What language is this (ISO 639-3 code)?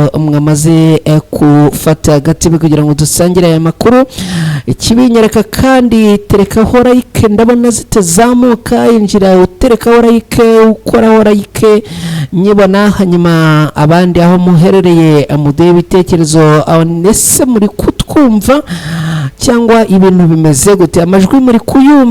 kin